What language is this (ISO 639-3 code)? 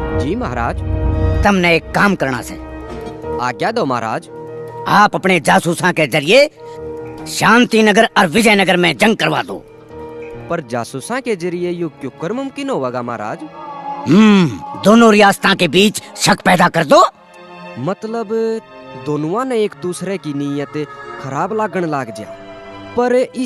bgc